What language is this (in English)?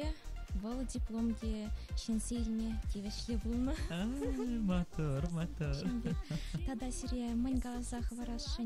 Chuvash